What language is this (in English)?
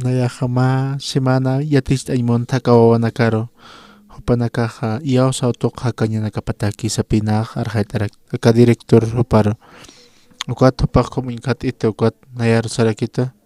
Aymara